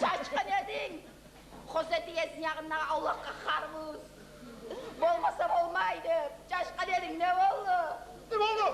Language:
Kumyk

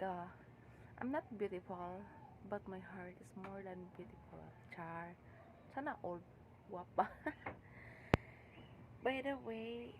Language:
Cebuano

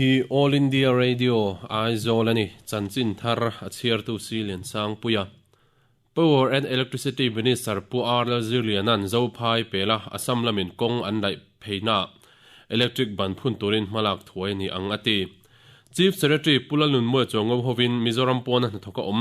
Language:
Mizo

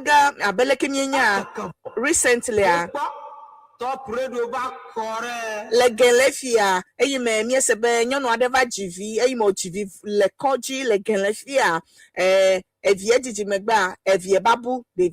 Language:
Ewe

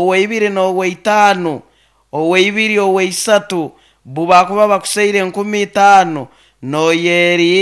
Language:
Nyoro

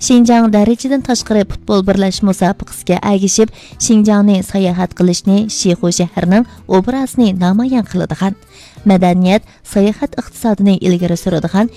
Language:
Uyghur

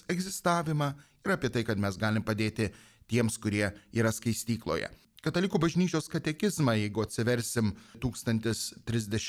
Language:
Lithuanian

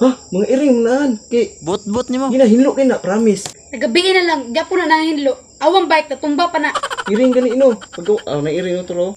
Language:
Cebuano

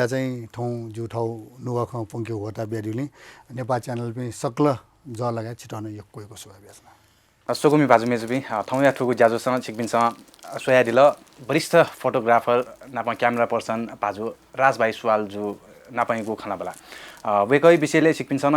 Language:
Newari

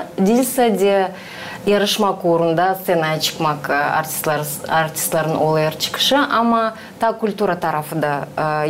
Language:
Gagauz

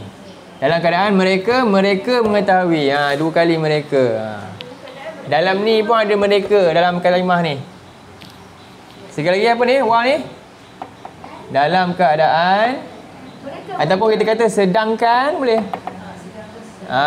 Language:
Malay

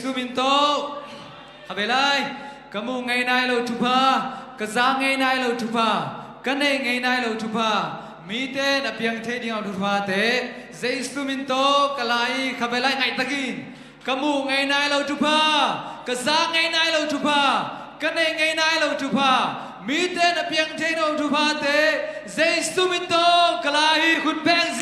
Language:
Tedim Chin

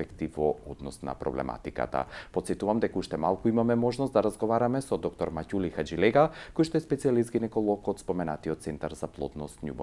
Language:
Macedonian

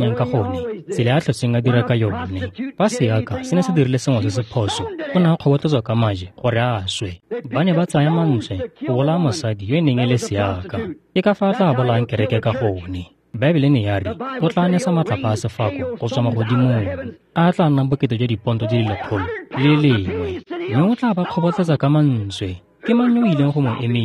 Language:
Tswana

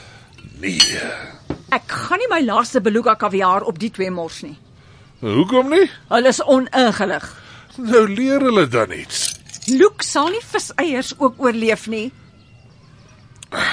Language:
Afrikaans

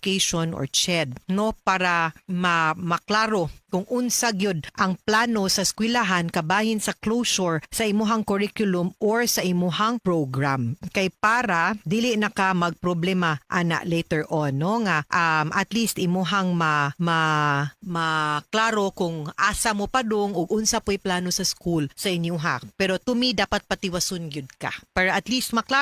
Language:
Cebuano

